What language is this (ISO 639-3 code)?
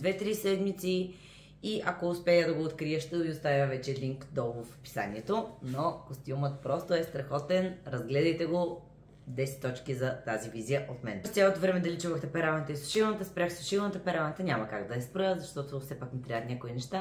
bul